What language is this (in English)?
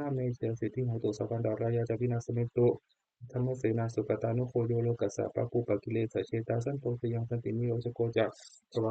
Pali